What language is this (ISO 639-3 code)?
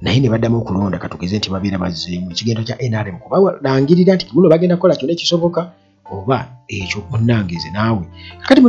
lug